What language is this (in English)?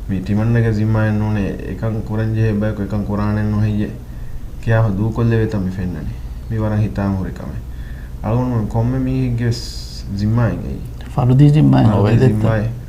Divehi